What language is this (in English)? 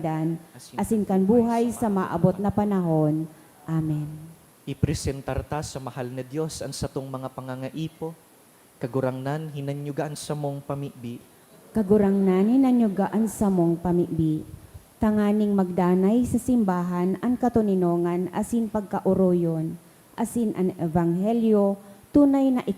Bikol